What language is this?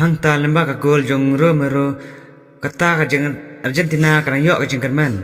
Khasi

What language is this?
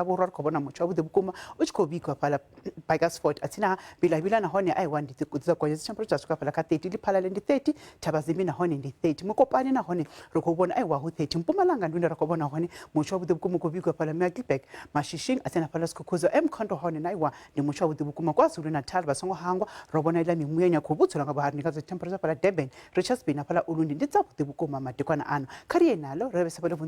Venda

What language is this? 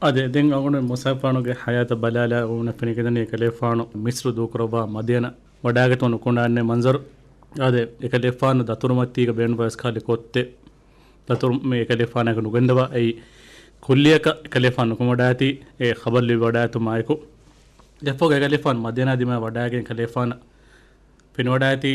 Divehi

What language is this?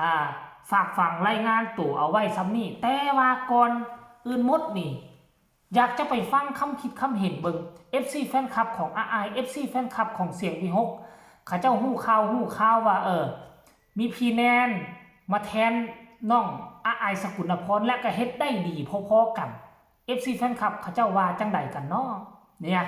Lao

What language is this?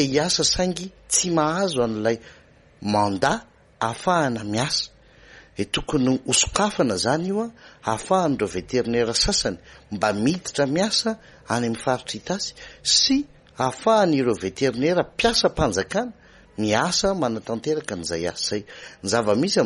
Malagasy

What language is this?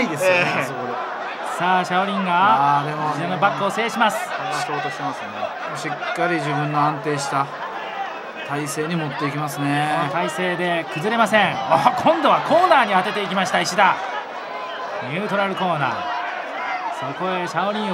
Japanese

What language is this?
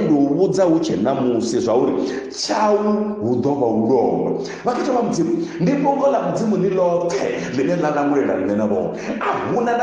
Venda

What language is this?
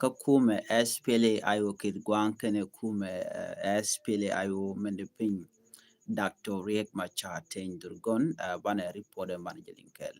Nuer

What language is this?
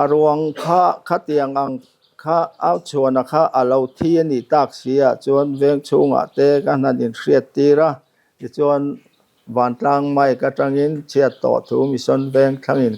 Mizo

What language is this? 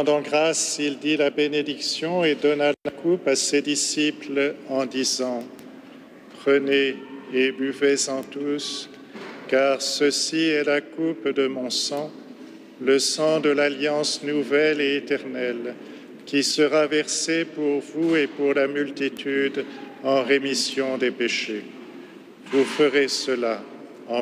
French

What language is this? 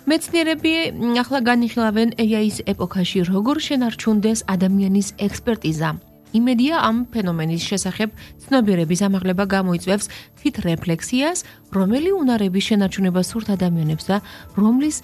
Georgian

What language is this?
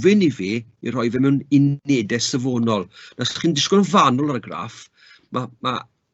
Welsh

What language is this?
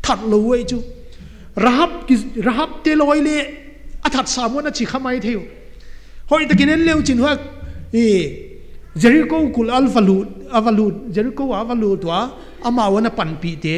Paite Chin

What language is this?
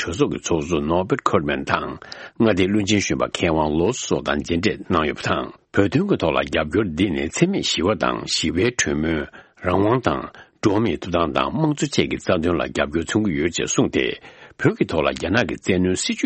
Tibetan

